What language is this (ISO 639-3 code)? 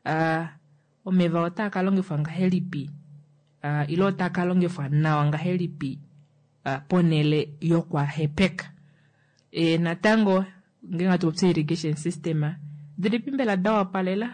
kua